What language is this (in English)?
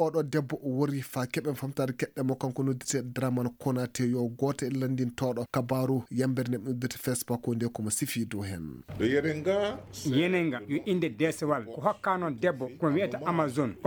Fula